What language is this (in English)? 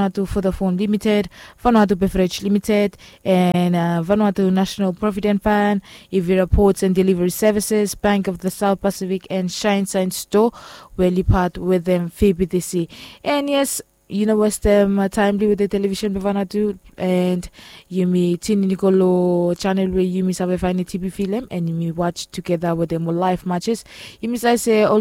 Bislama